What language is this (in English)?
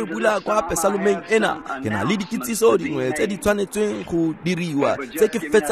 Tswana